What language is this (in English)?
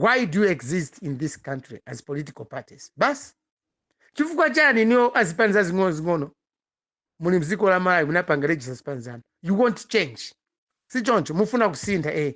Nyanja